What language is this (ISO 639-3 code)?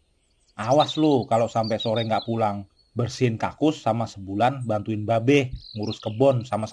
bew